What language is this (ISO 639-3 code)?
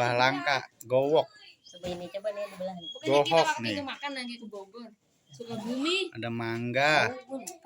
bew